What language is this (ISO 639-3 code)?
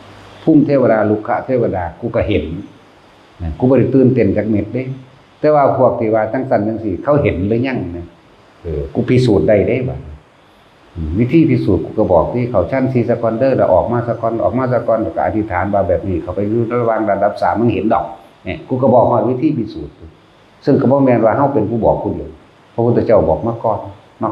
tts